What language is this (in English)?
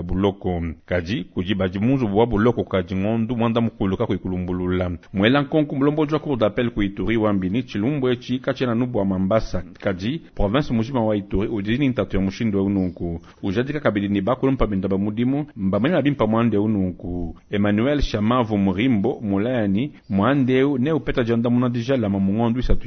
Luba-Lulua